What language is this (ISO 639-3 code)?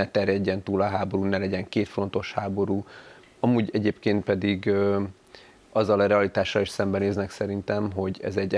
hun